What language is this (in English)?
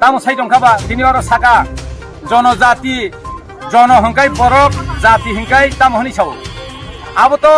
Kok Borok